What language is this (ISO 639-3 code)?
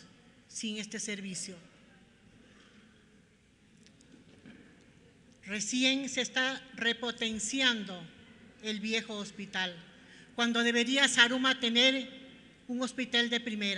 spa